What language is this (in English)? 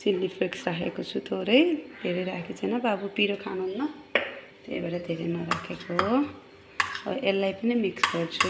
Nepali